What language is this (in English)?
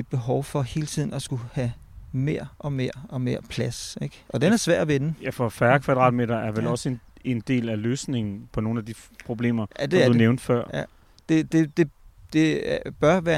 Danish